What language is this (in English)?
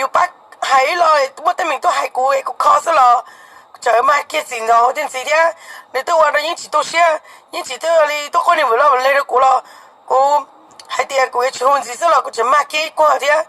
Hmong